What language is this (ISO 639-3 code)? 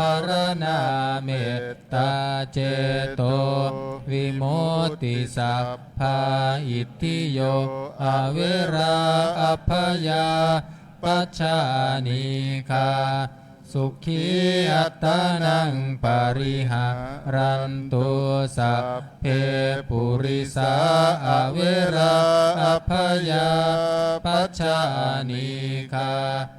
pli